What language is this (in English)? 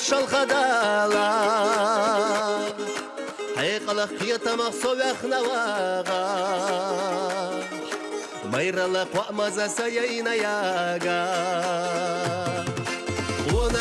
Chechen